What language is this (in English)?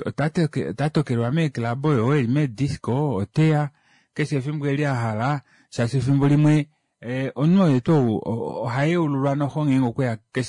Kuanyama